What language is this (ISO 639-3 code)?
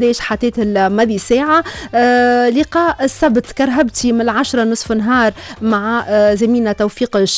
aeb